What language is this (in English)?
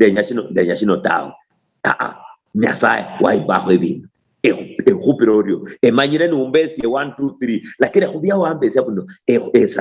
Luyia